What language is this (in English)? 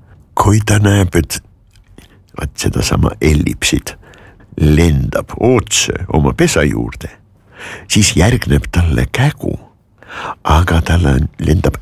Estonian